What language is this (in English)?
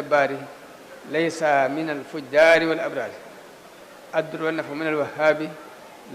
Wolof